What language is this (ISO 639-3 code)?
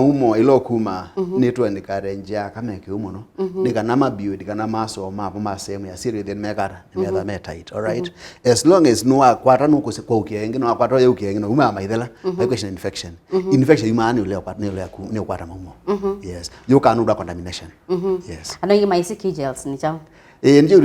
kam